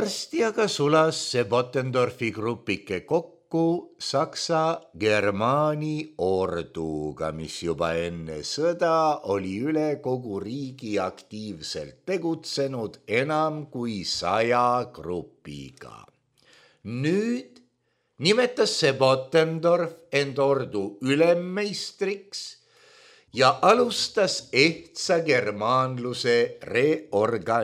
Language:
Estonian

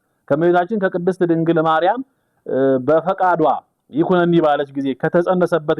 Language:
Amharic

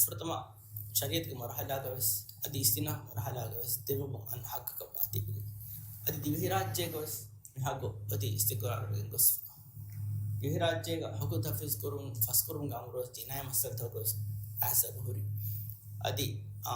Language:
Divehi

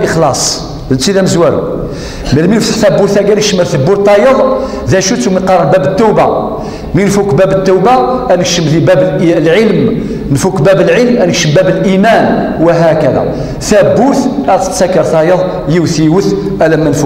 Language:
Kabyle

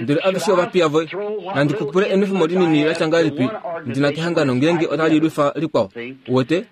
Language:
Kuanyama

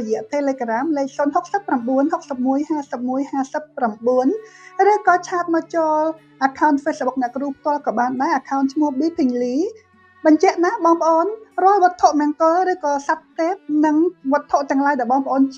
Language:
Khmer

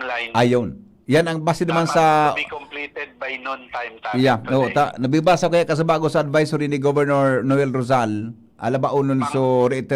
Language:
Bikol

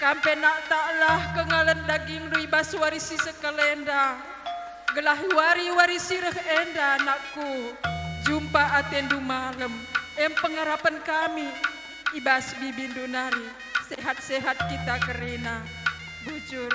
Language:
Batak Karo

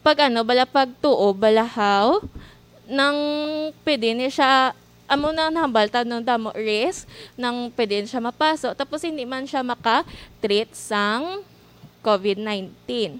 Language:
Hiligaynon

